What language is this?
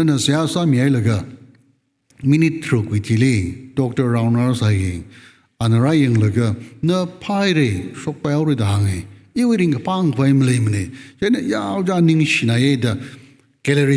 Tangkhul Naga (India)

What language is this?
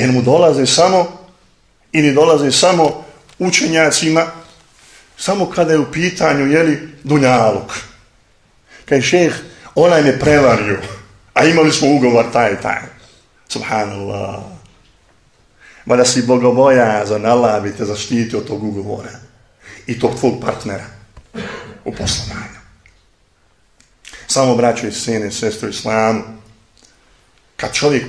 Bosnian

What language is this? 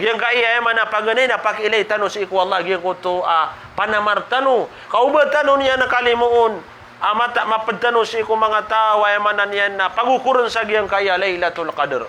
Maranao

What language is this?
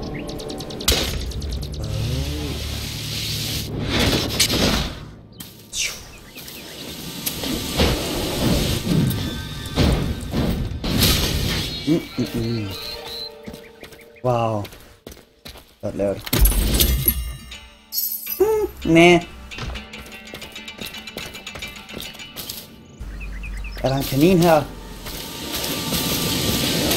Danish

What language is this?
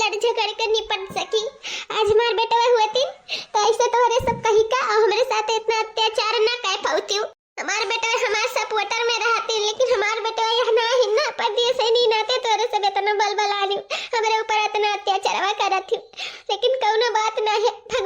Awadhi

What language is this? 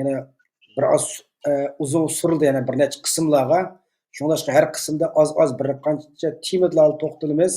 Uyghur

